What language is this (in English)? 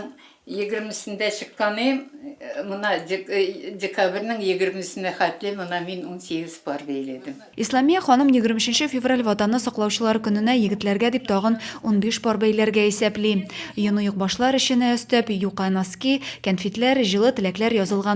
Tatar